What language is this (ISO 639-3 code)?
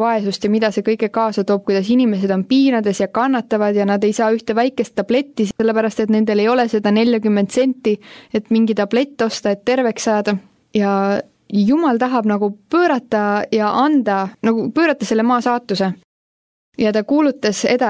est